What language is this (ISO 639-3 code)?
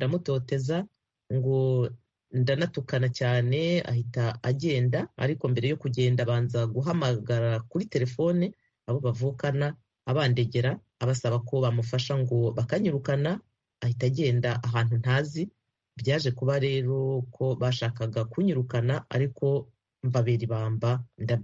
kin